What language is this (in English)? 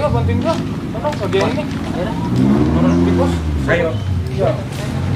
Betawi